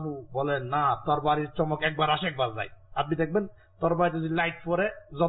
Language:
Bangla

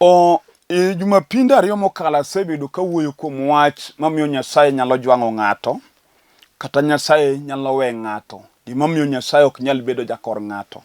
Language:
Luo (Kenya and Tanzania)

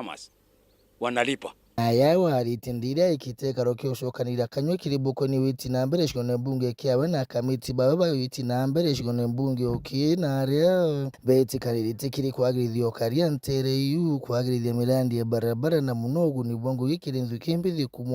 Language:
Meru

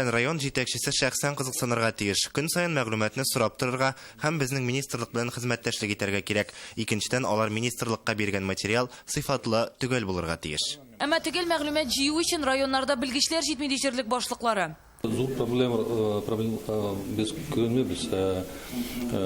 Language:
Tatar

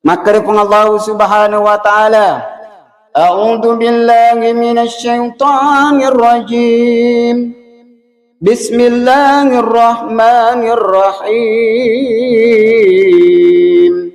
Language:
Buginese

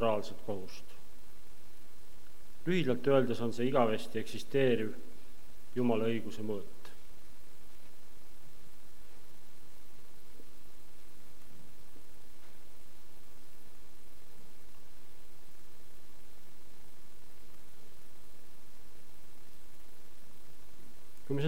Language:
Estonian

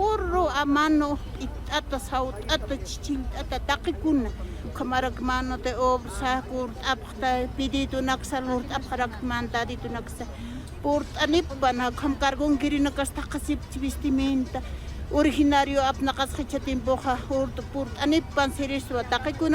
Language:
Aymara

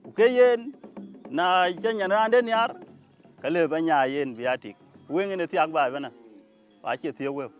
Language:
Dinka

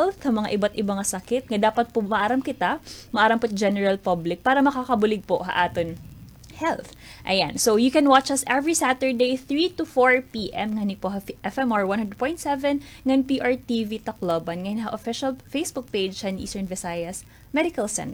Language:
Waray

